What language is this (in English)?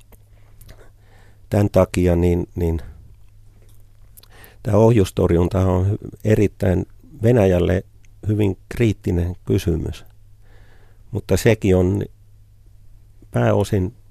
Finnish